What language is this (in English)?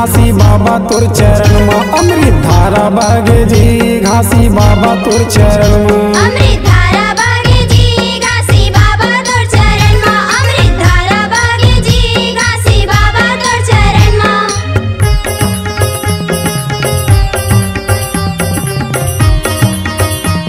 Chhattisgarhi